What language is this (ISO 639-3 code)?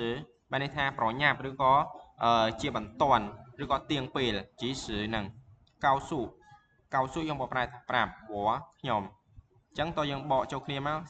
khm